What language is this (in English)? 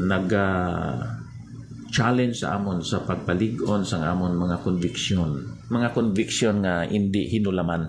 Hiligaynon